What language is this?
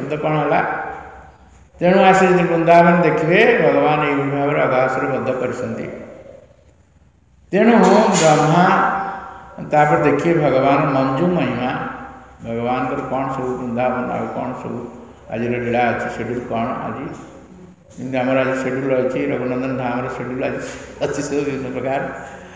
Odia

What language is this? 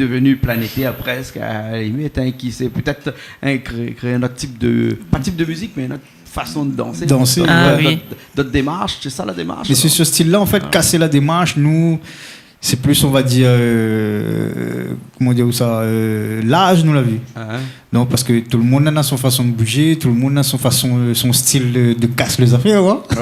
Réunion Creole French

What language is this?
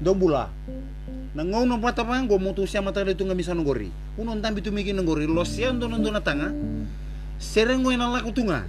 Fijian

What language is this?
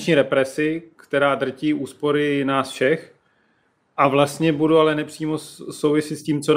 Czech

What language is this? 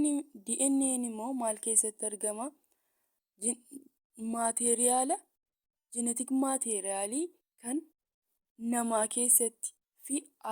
Oromo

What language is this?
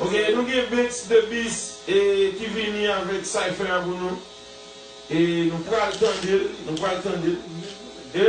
Haitian Creole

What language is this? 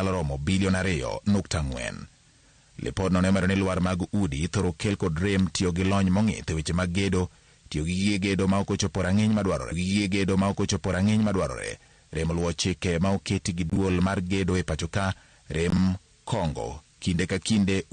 Luo (Kenya and Tanzania)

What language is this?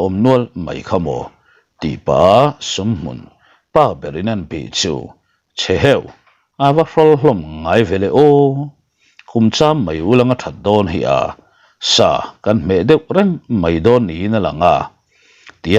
Mizo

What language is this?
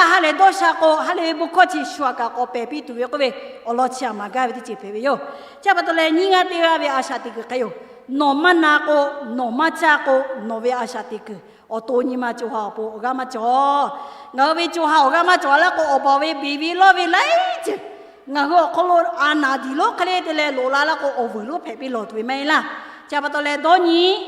Lahu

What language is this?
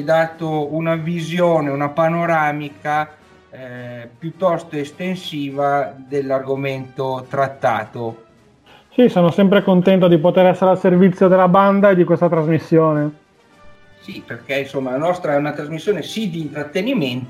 Italian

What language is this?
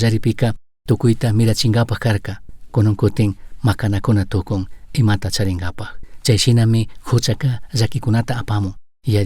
Chimborazo Highland Quichua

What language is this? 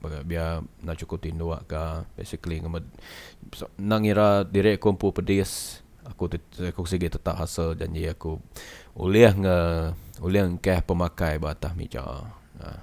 Iban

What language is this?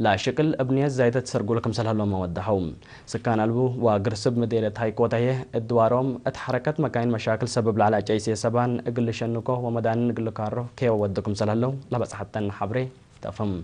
Tigre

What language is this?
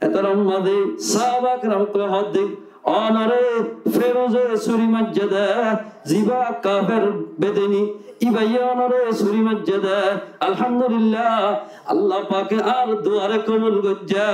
Rohingya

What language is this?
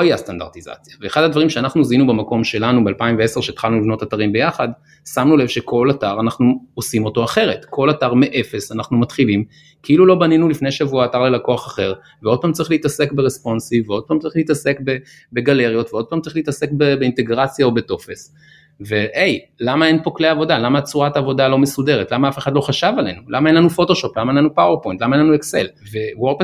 Hebrew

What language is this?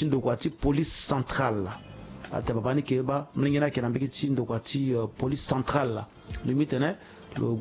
Sango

